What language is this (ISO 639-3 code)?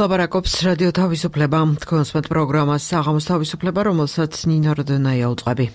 kat